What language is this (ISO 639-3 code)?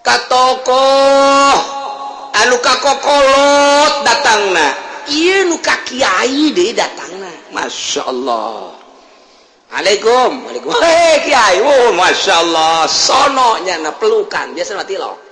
sun